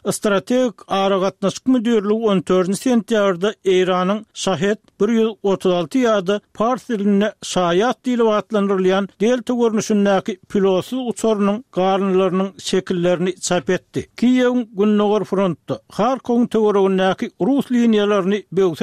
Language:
Turkmen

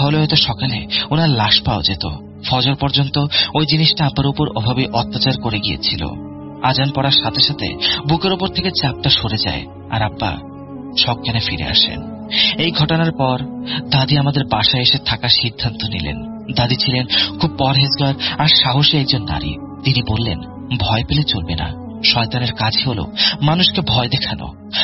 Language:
Bangla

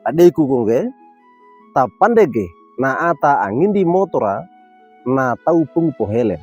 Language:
Wejewa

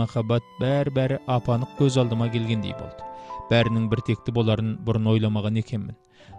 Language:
Kazakh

